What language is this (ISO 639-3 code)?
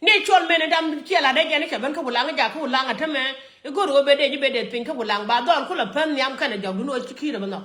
nus